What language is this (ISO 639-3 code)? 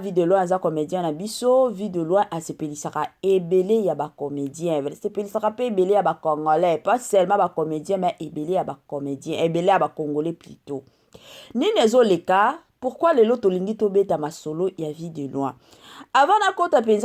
lin